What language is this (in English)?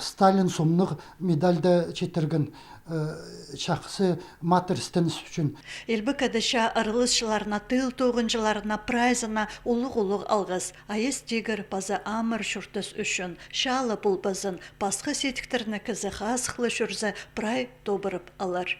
Khakas